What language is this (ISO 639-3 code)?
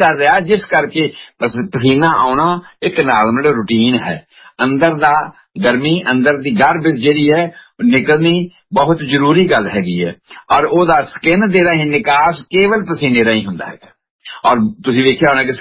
pan